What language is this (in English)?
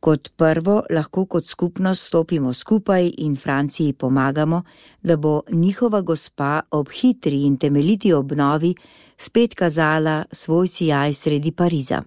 Slovenian